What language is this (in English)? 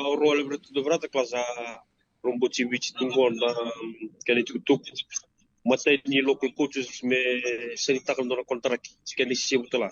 Fijian